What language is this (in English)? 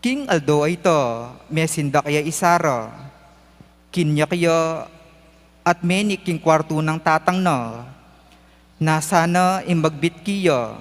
Pampanga